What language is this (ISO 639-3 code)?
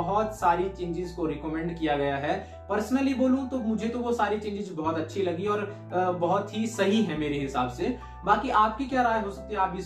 hin